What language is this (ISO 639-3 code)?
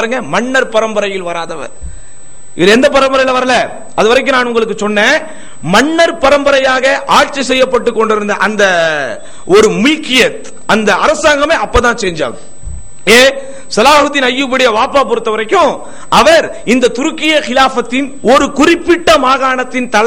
tam